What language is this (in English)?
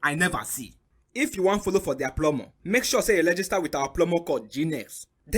Nigerian Pidgin